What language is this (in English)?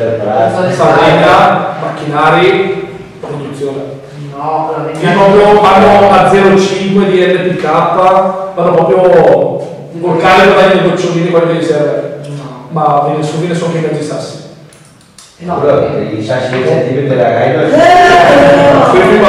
Italian